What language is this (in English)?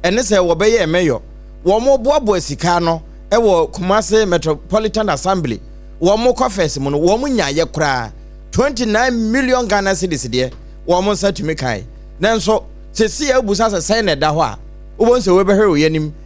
Akan